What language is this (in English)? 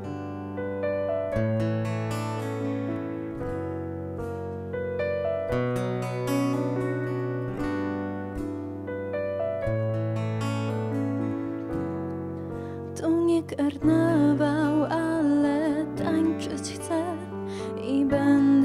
Polish